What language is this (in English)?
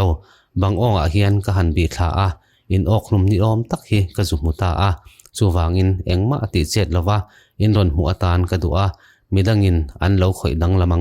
Mizo